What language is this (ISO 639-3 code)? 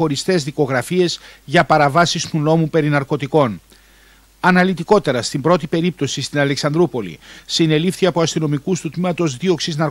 ell